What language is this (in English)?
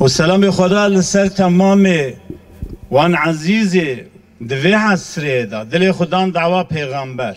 Kurdish